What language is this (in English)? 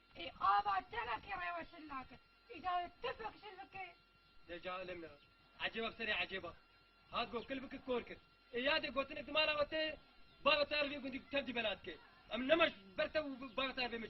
Kurdish